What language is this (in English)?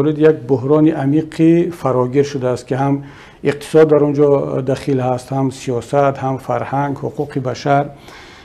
Tajik